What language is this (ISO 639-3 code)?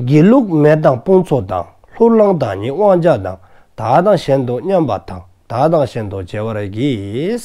dzo